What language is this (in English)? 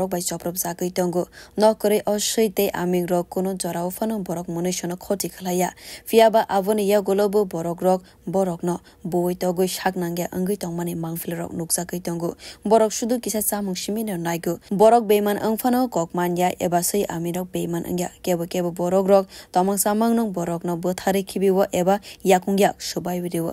Kok Borok